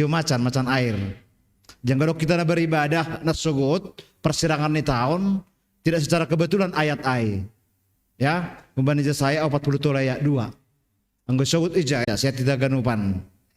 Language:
Batak Simalungun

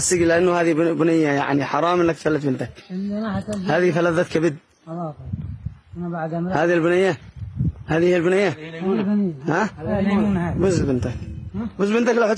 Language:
Mesopotamian Arabic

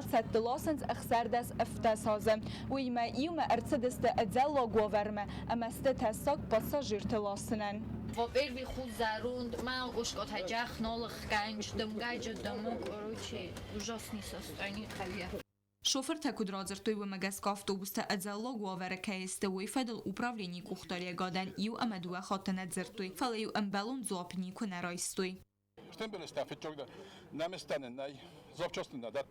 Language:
Ossetic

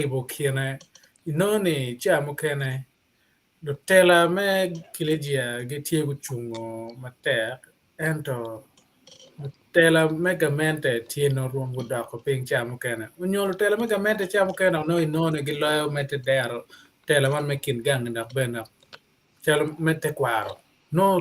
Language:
Acoli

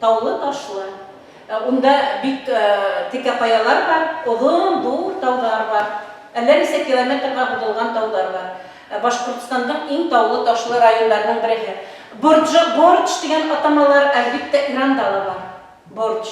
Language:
Bashkir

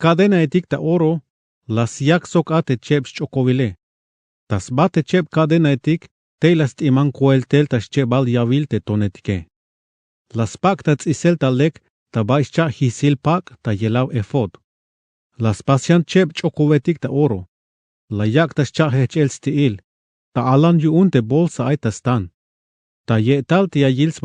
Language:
Tzeltal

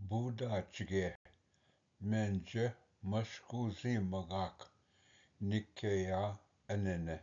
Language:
Ojibwa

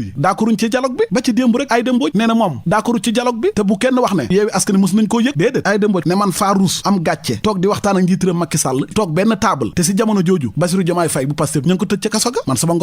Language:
Wolof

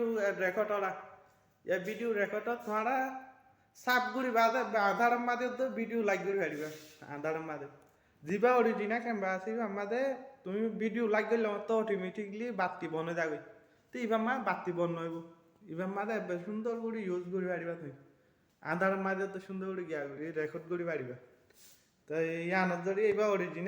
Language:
Rohingya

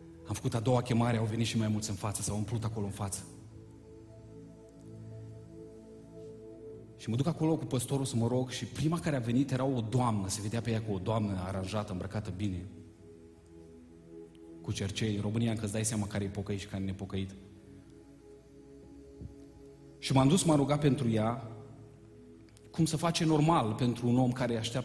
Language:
Romanian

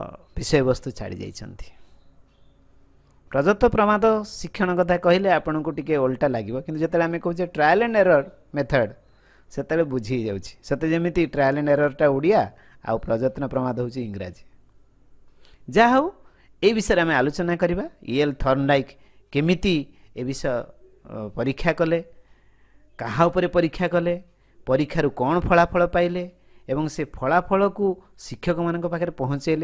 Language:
Odia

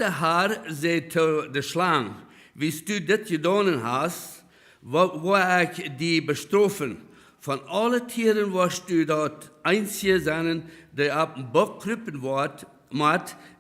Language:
Plautdietsch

